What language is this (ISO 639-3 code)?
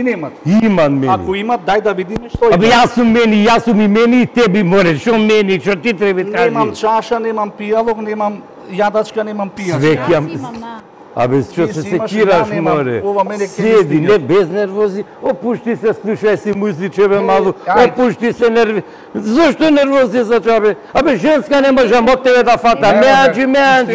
mkd